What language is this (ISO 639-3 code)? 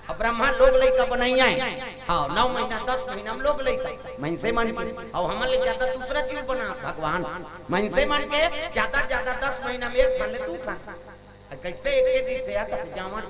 hne